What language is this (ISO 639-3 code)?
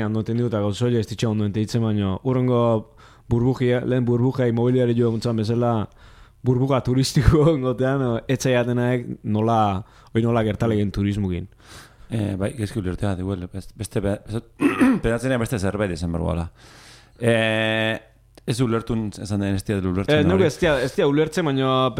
eus